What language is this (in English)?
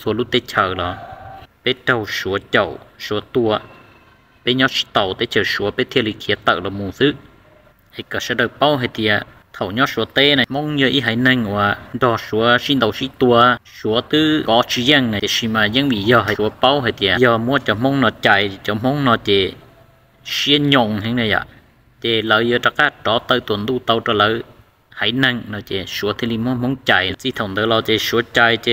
Hmong